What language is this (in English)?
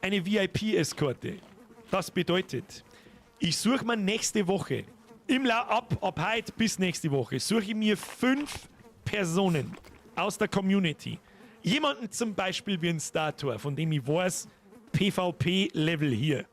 Bavarian